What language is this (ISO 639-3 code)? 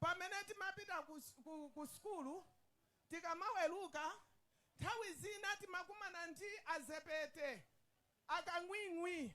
nya